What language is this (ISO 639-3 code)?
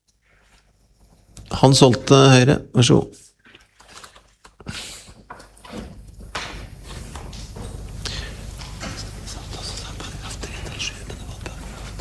nor